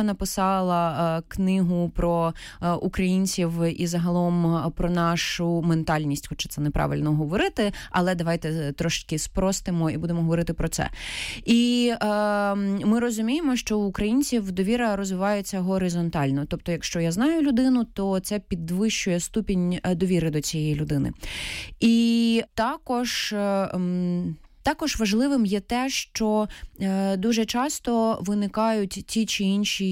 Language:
Ukrainian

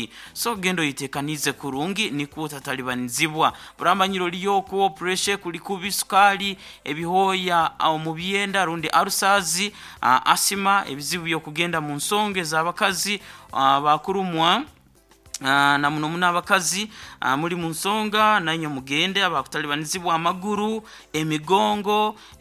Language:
Nyoro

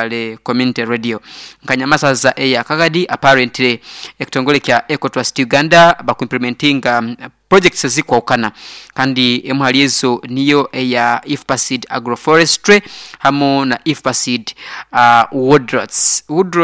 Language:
Nyankole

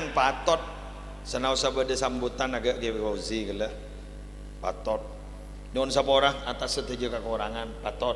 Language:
Madurese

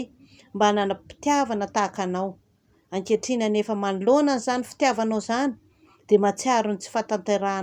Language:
Malagasy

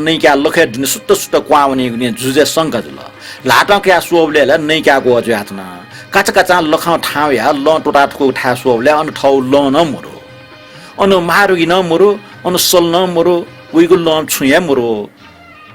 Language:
Newari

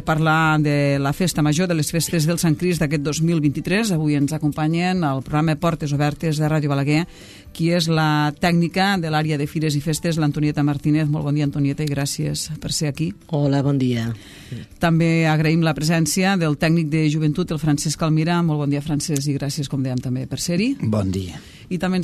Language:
Catalan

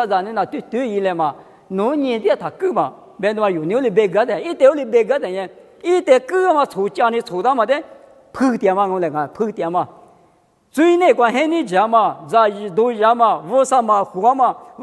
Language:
Lisu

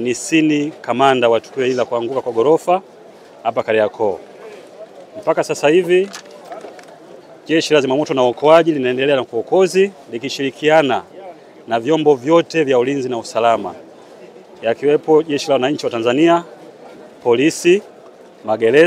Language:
Swahili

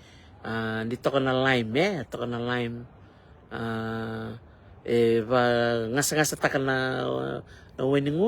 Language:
Fijian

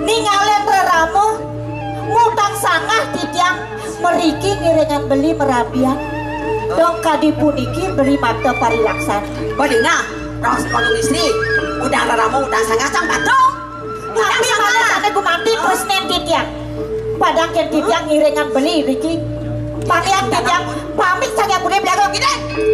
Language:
Balinese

